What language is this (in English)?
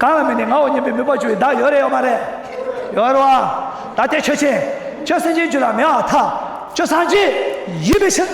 Tibetan